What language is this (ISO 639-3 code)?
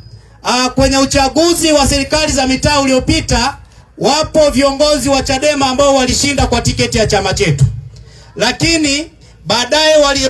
swa